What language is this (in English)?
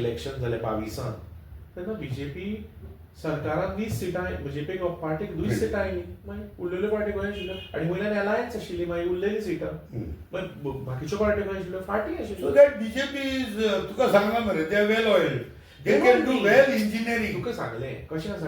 Konkani